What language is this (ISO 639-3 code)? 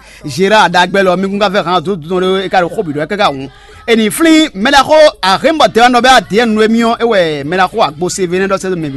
fon